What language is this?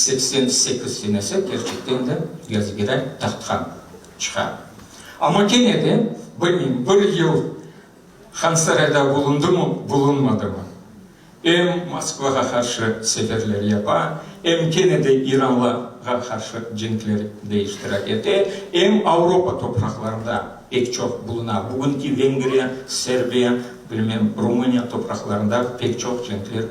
Crimean Tatar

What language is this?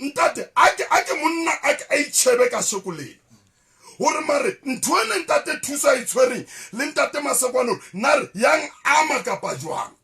Southern Sotho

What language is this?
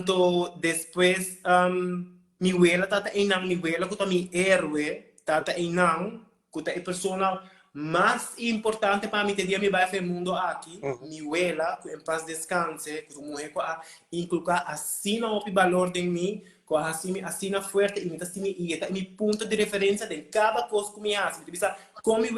Papiamento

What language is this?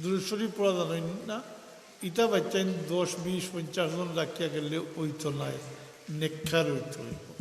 Sylheti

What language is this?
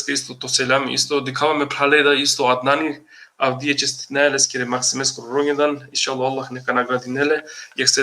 Balkan Romani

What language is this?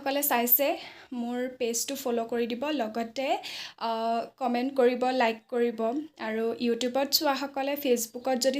Assamese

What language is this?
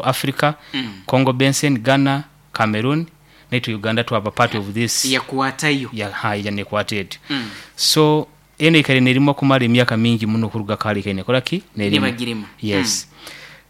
Nyoro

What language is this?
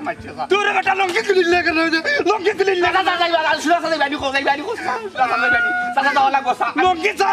Sylheti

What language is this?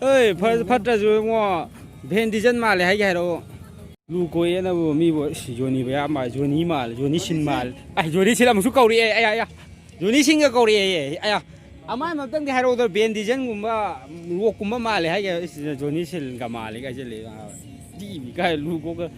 Manipuri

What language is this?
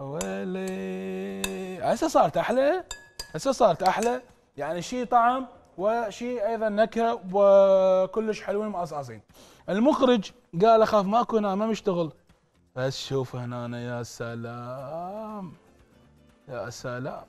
Mesopotamian Arabic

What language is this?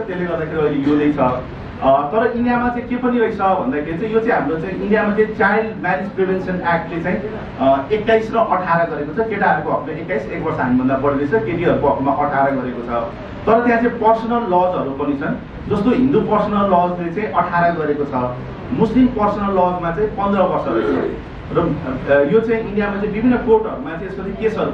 Nepali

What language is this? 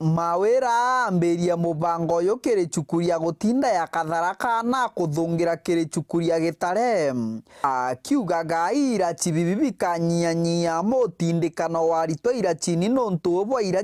Meru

